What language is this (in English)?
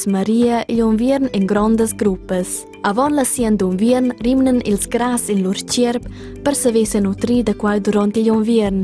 Romansh